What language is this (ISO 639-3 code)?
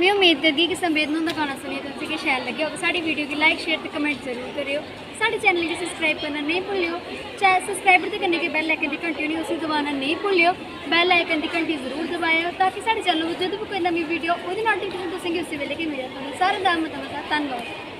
doi